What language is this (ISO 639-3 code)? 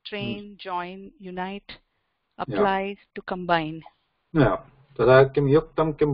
san